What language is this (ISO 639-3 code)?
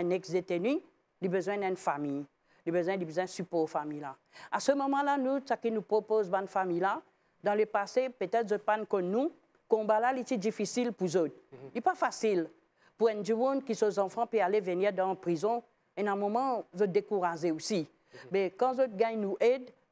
mfe